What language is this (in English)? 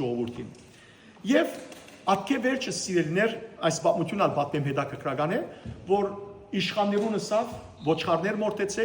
Western Armenian